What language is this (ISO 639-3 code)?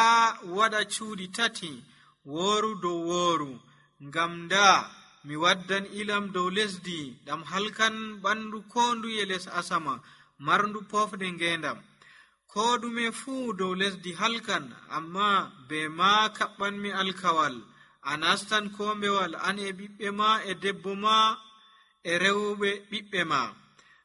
fuv